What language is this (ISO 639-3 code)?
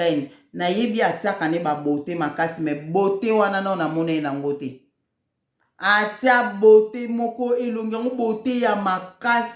lin